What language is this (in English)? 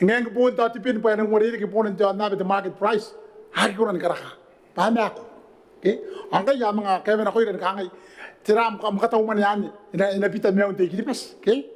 Gilbertese